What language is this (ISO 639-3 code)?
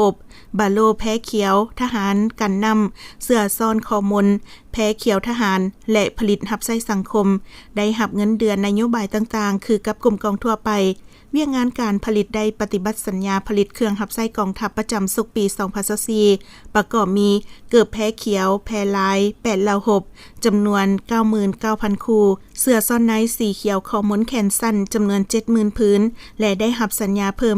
lao